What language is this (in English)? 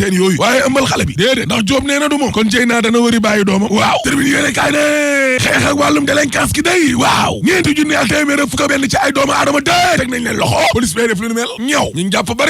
Wolof